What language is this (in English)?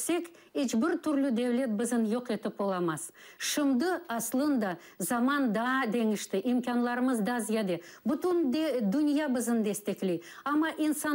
Crimean Tatar